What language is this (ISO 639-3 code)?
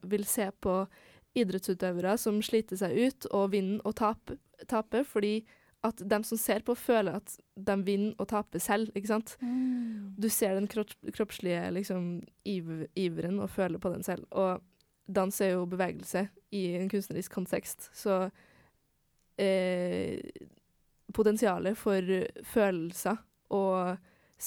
nor